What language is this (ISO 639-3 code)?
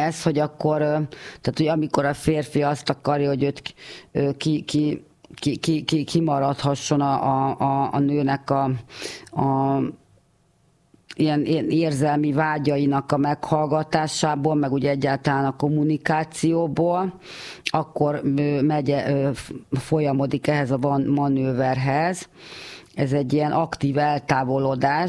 hun